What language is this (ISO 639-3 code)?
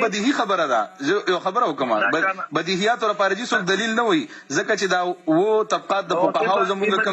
pus